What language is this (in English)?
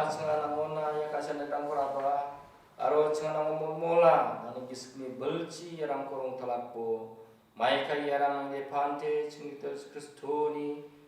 Garo